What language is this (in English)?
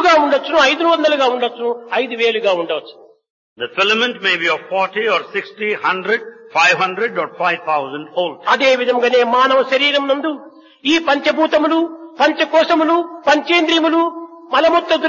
Telugu